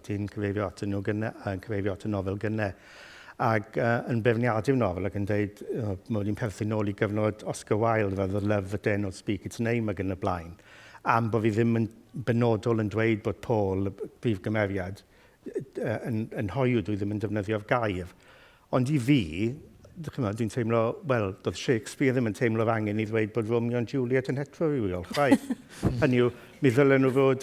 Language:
Welsh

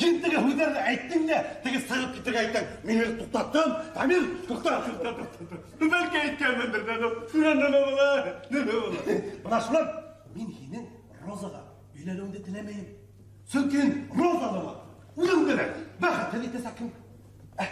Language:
Bashkir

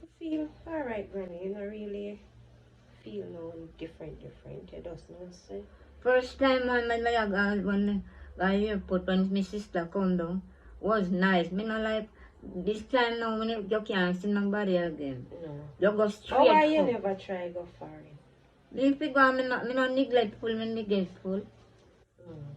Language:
Jamaican Creole English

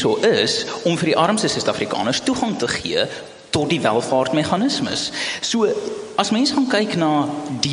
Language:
Afrikaans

